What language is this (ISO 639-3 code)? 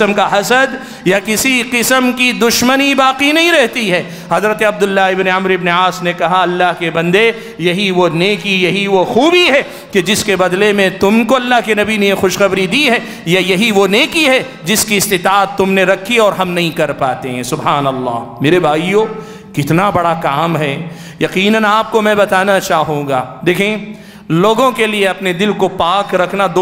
urd